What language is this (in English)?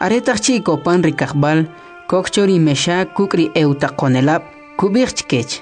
Kʼicheʼ